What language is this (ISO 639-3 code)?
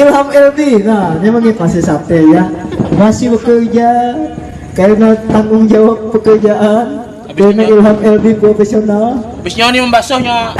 bjn